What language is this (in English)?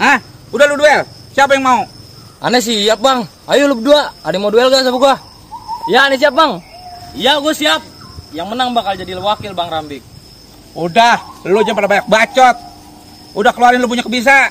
Betawi